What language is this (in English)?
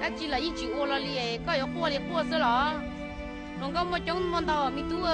Hmong